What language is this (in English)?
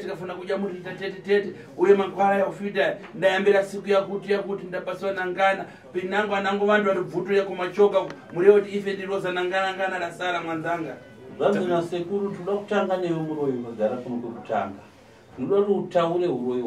Shona